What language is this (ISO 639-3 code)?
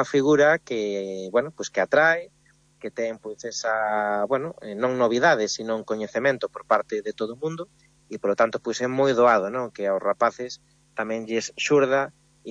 glg